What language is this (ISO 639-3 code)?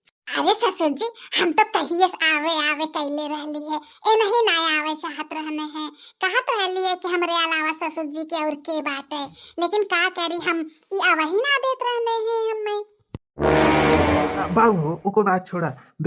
bho